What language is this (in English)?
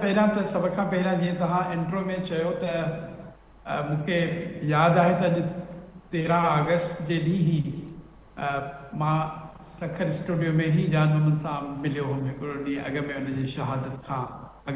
Sindhi